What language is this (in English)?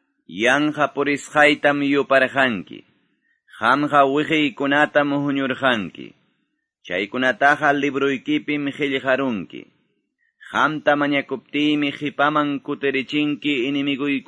Quechua